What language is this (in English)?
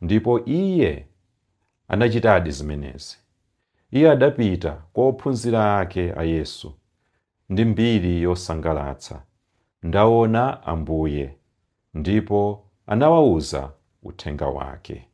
Nyanja